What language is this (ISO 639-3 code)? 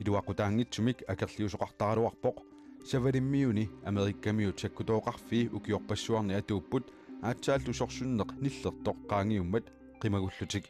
kal